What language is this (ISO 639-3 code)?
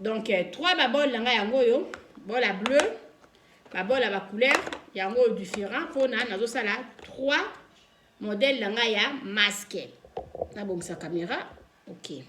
lin